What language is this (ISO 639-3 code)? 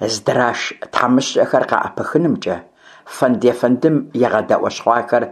kbd